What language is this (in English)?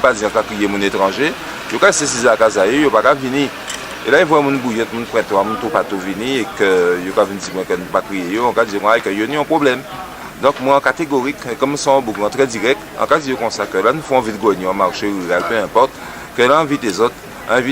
Guadeloupean Creole French